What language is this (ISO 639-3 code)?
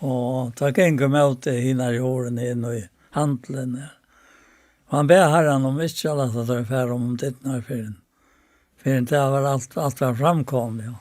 fao